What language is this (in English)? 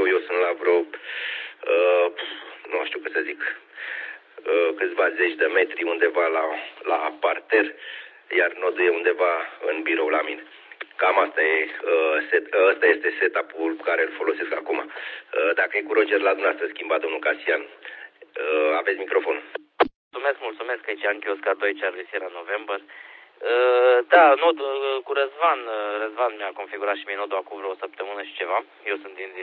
Romanian